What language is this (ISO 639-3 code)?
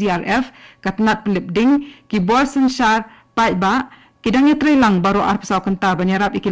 kha